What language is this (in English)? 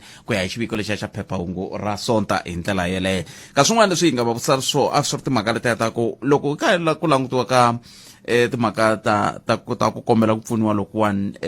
Tsonga